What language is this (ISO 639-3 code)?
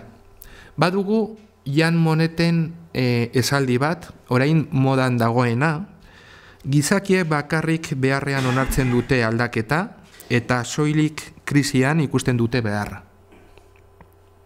eus